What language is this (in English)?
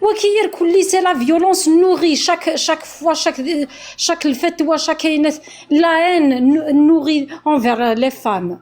Kabyle